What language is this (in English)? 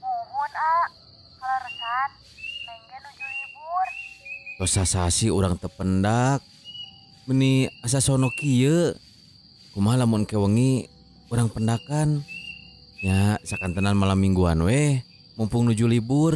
Sundanese